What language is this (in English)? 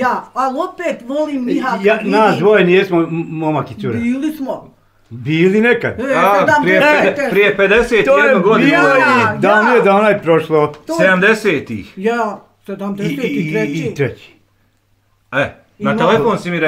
Bosnian